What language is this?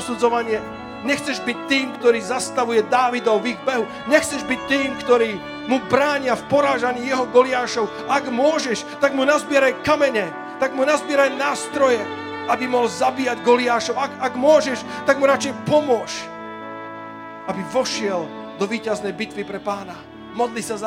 Slovak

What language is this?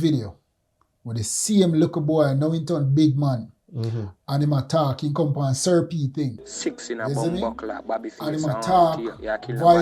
Jamaican Creole English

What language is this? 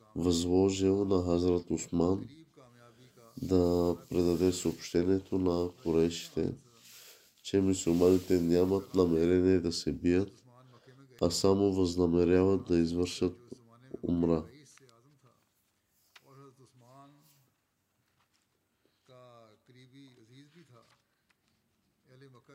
Bulgarian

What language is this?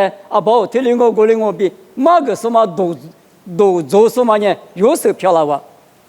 Lisu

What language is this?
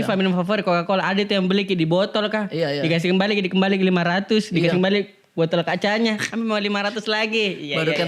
Makassar Malay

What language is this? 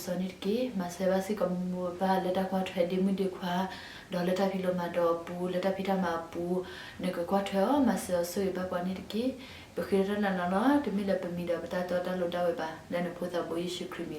S'gaw Karen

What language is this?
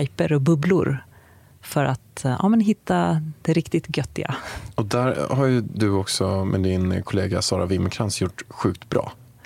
Swedish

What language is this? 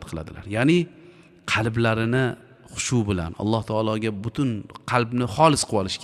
Uzbek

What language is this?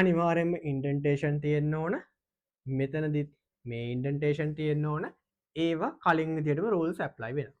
Sinhala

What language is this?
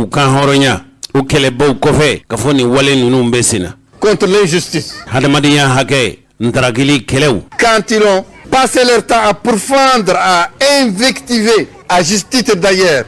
Bambara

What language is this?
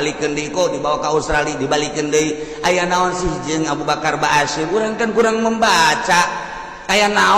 Sundanese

